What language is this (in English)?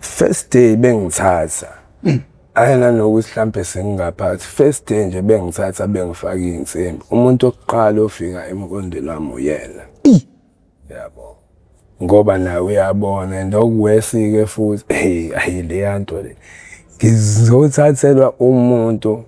Zulu